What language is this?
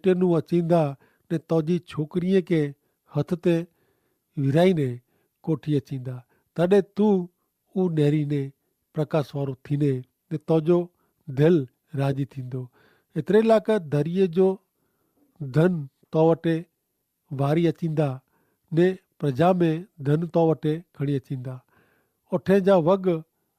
Kachhi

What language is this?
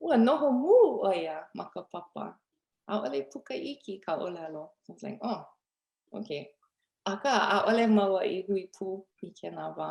Hawaiian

